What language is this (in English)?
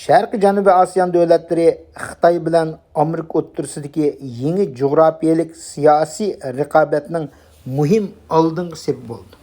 Uyghur